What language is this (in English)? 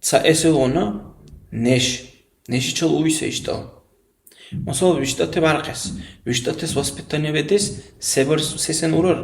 Dargwa